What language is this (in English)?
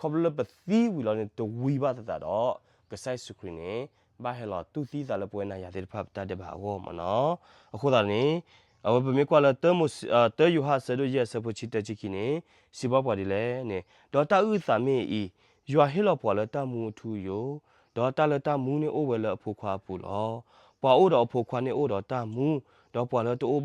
S'gaw Karen